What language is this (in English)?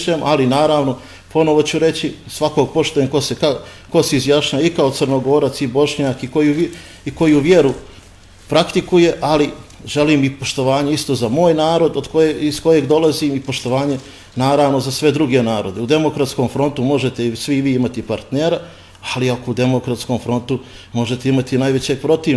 Bosnian